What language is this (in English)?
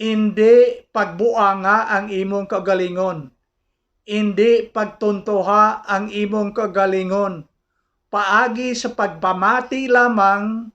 Hiligaynon